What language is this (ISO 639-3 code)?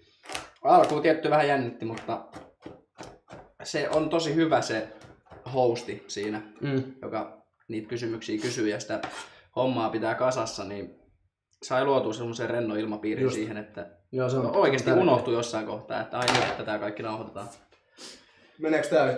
fin